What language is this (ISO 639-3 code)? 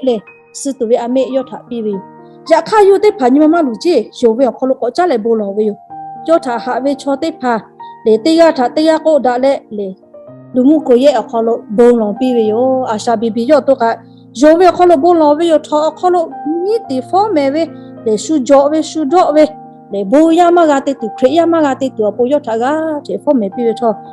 lhu